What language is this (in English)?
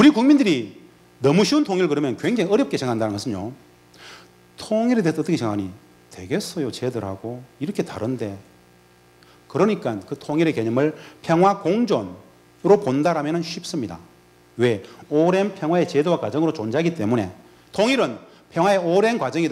Korean